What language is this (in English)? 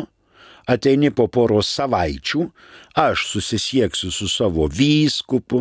Lithuanian